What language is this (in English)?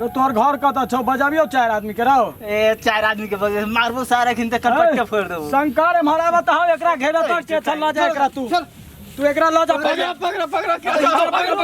Maithili